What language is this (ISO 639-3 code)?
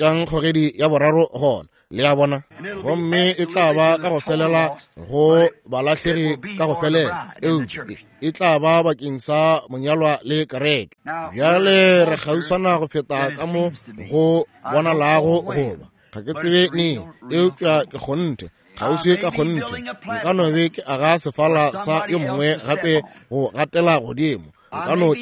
nso